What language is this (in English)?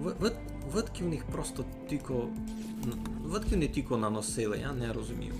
Rusyn